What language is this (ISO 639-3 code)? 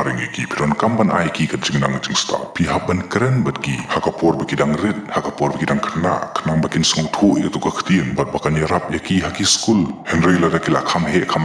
kha